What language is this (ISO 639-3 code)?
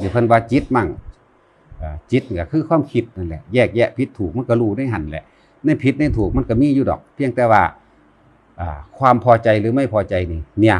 tts